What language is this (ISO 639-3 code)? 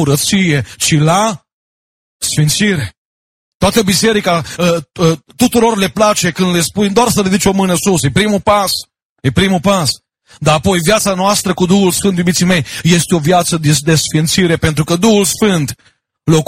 ron